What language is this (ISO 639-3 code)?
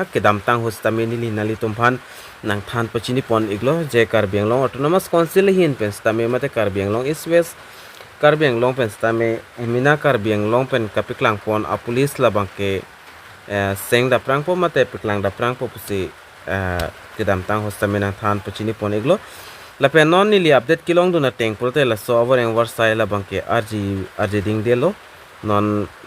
mjw